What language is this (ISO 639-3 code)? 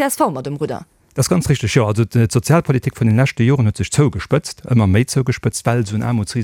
ltz